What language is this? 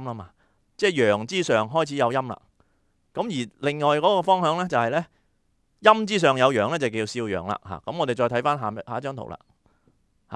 Cantonese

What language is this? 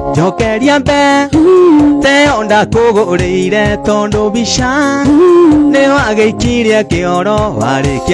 Kikuyu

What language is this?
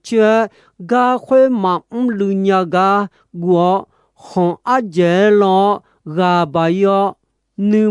Akha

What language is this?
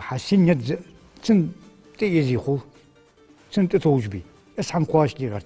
Ingush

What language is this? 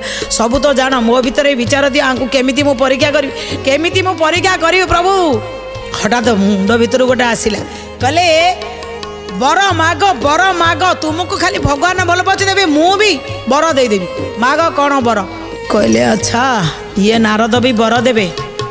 Odia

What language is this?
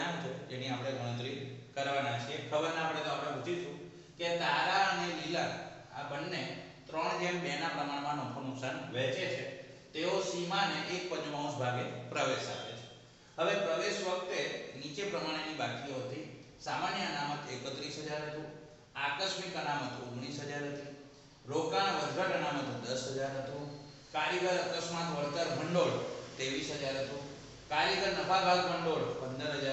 Gujarati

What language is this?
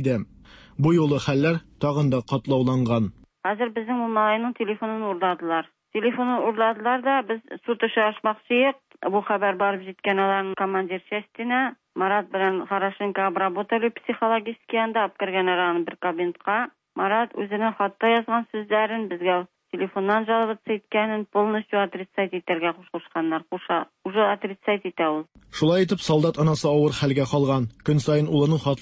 Tatar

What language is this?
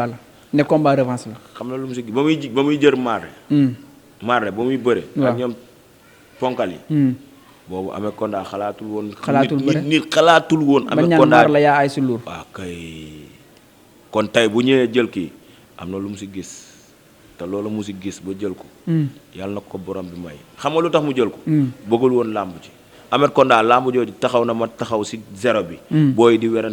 Wolof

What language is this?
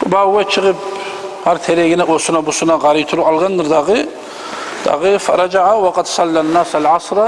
Kumyk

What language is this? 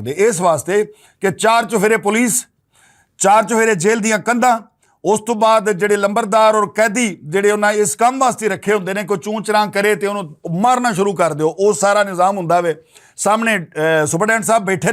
Western Panjabi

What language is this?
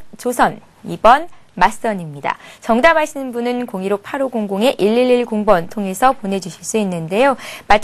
Korean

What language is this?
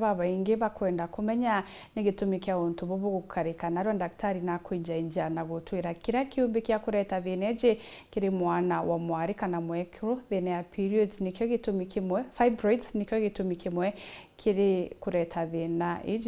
Meru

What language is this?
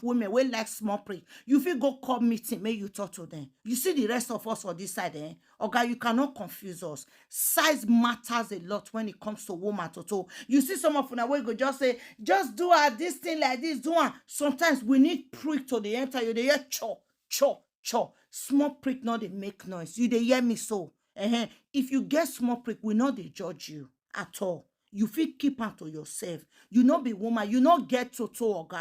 Nigerian Pidgin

